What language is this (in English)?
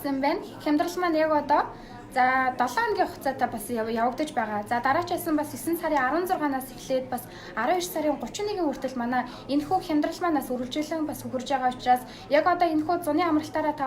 Mongolian